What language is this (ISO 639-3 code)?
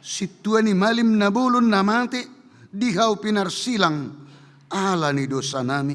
bbc